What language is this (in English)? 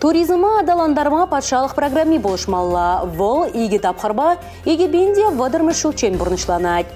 Chuvash